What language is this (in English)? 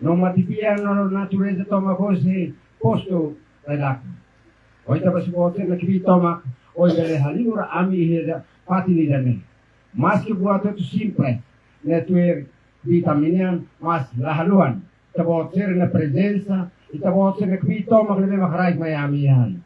Tetum